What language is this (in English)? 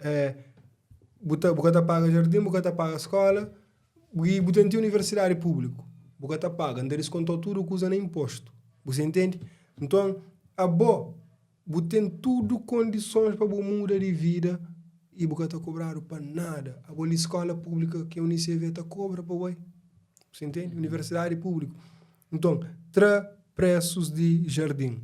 Kabuverdianu